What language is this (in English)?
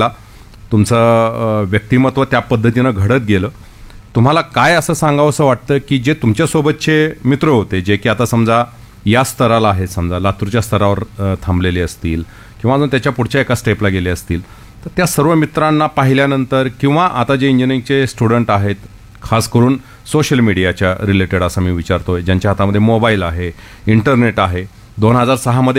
Marathi